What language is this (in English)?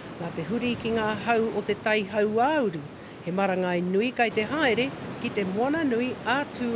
Māori